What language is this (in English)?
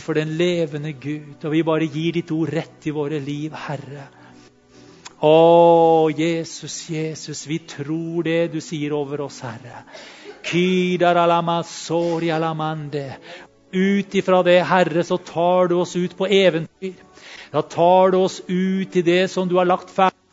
Norwegian